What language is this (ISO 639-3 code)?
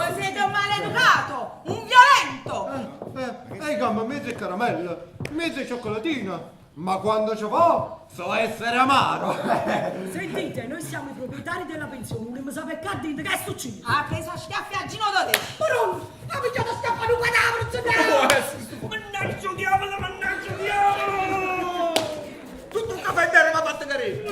nap